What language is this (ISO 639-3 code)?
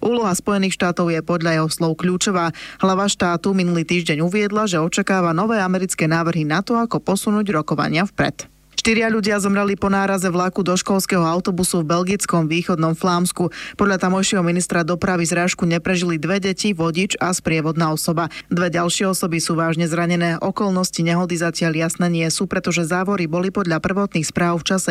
slk